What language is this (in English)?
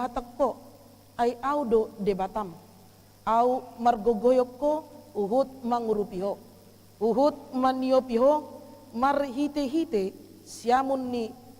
Batak Toba